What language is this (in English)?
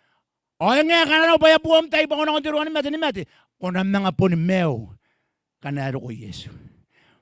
Gilbertese